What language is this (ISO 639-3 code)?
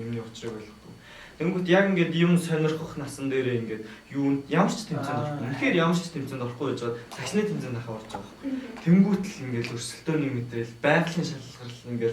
mon